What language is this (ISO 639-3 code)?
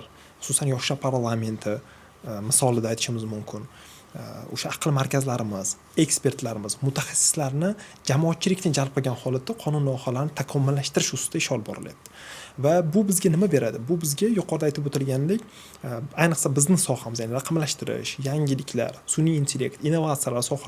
uzb